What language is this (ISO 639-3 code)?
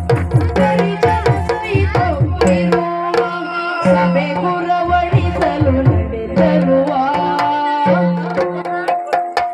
kan